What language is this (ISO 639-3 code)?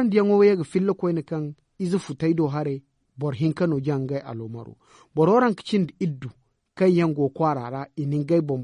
dje